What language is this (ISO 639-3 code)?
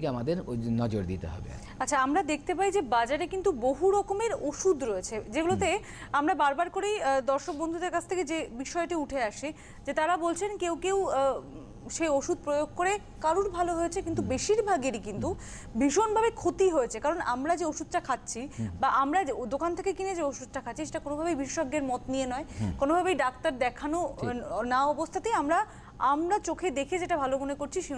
ben